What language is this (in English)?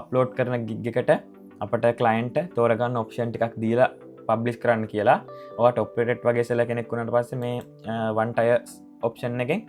Sinhala